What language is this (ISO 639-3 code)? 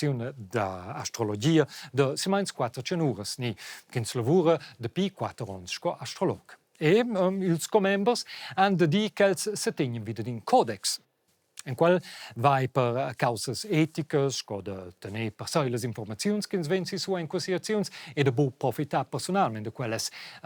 roh